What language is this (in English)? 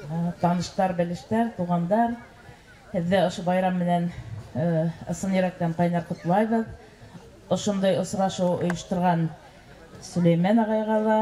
Bashkir